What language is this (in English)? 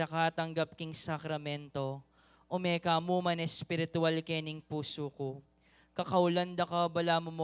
Pampanga